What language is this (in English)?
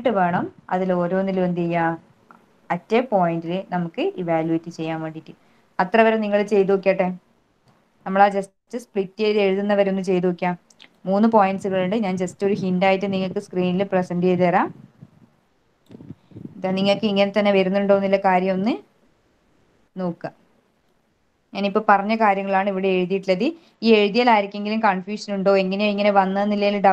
Malayalam